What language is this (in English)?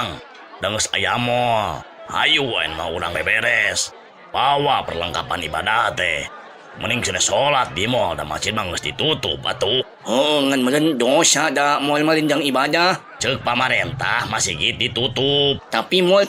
Sundanese